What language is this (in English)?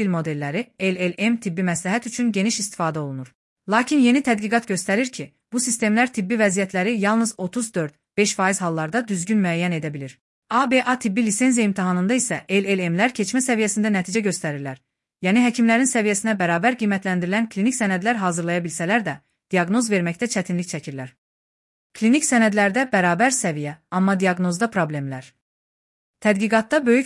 Azerbaijani